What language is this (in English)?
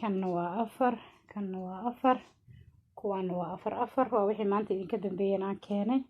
Somali